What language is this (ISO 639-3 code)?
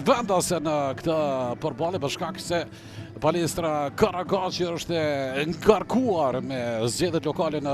sqi